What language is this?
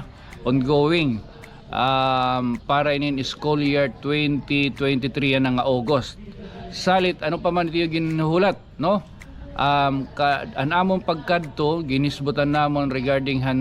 Waray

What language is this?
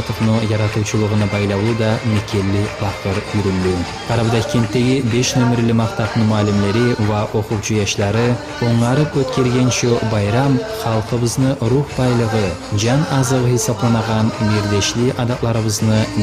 Kumyk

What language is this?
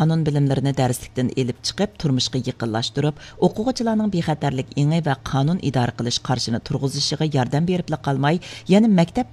Uyghur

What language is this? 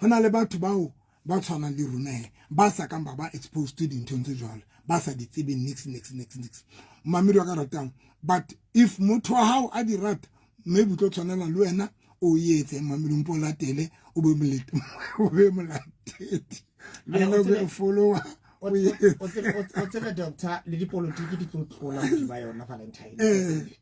Southern Sotho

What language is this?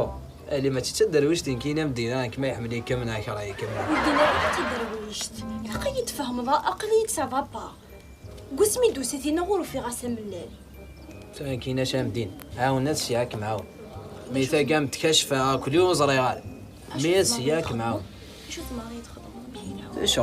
Kabyle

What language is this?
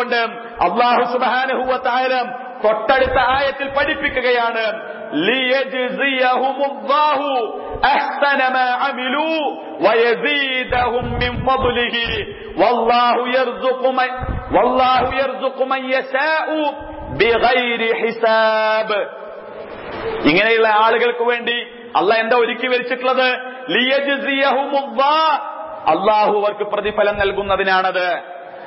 Malayalam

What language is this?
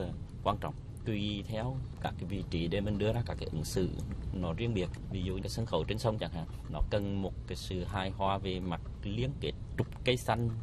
Vietnamese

